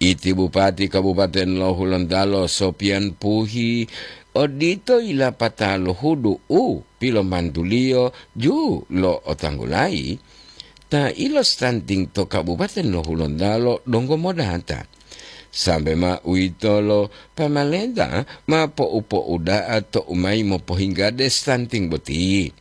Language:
Gorontalo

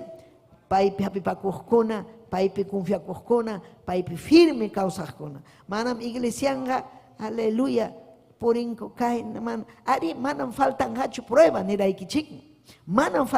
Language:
Ayacucho Quechua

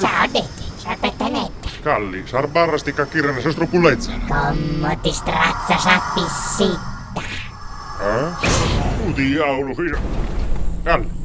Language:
Sardinian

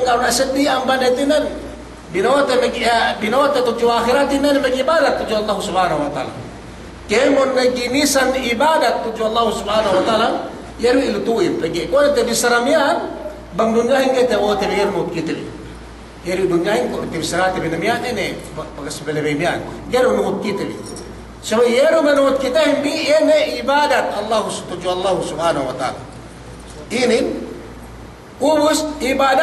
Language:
Yakan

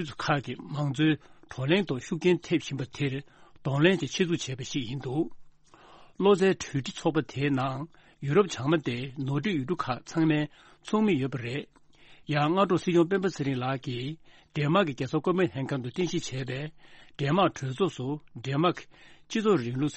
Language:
Tibetan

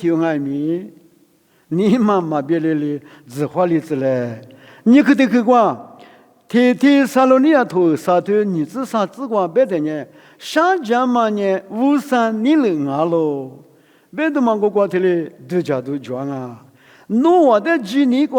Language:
Lisu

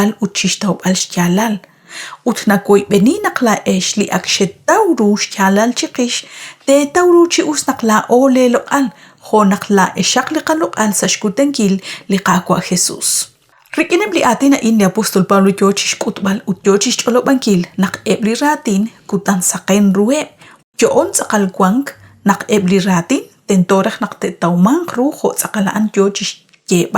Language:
Kekchí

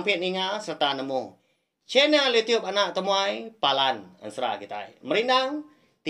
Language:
Iban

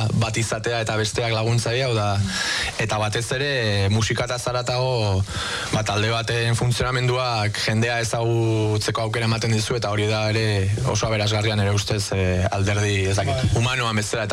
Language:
Basque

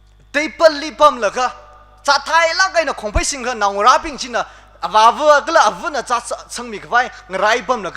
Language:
Tangkhul Naga (India)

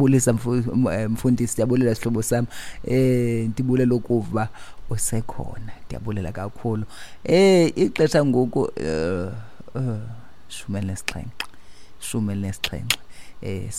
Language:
Xhosa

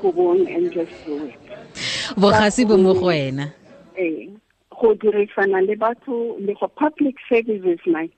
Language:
Tswana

